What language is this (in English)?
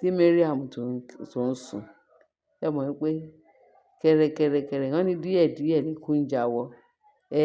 Yoruba